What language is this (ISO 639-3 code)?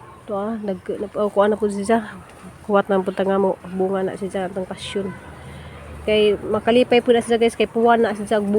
ceb